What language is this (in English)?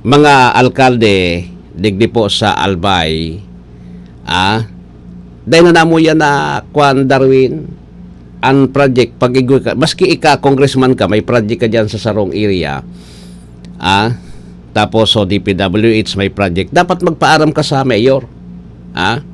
Bikol